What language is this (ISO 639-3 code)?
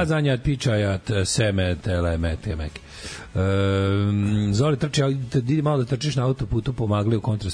srp